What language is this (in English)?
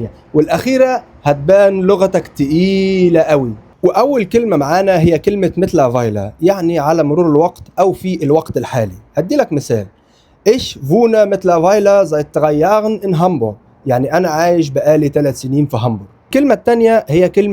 Egyptian Arabic